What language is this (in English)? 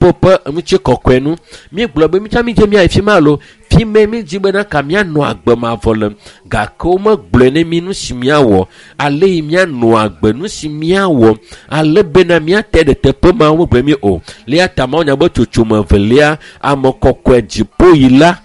Ewe